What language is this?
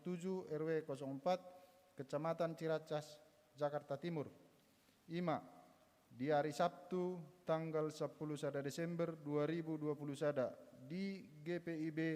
Batak Toba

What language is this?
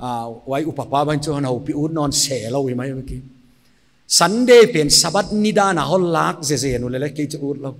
Paite Chin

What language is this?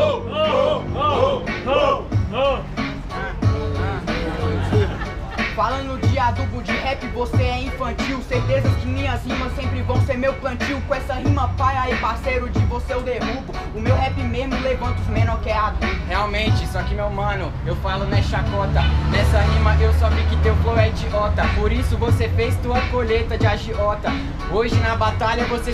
Portuguese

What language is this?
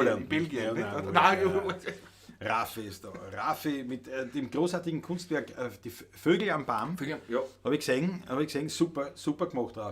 Bavarian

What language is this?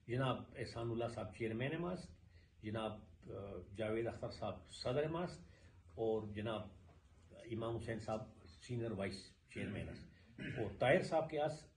Persian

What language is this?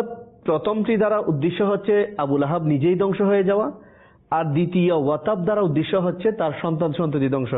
Bangla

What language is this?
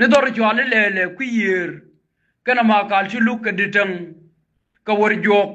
Nuer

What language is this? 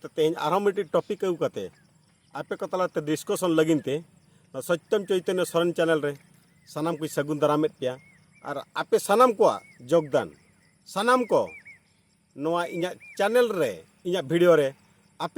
Santali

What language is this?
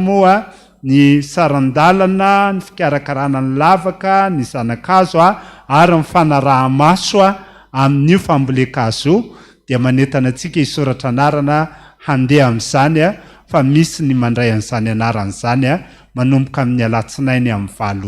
Malagasy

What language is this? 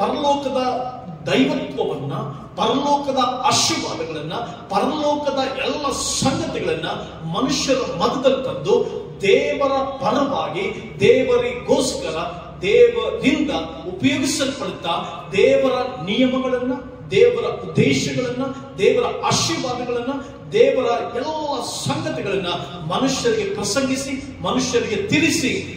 Kannada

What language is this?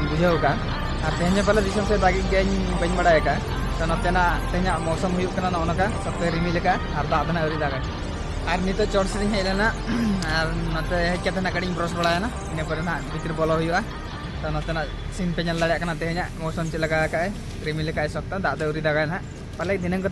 Santali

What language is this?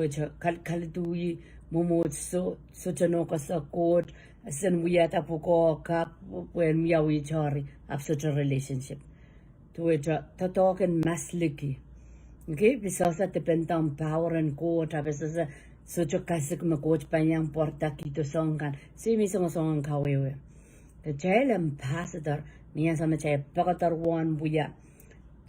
Pohnpeian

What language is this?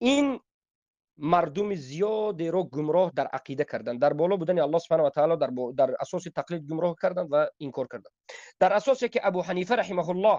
Tajik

